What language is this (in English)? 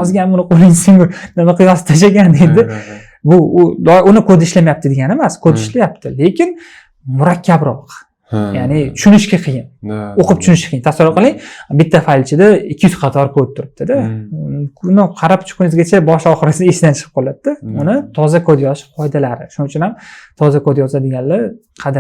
Uzbek